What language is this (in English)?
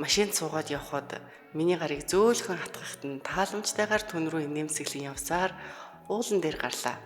Mongolian